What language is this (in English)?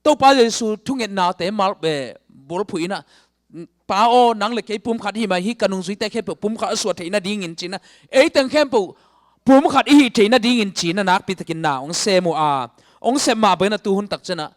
Tedim Chin